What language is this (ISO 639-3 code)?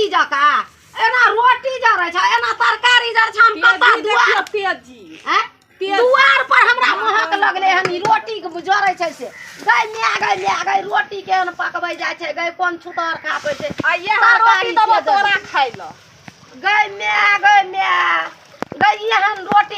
mai